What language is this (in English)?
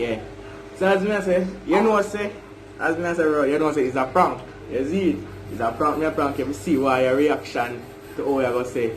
Jamaican Creole English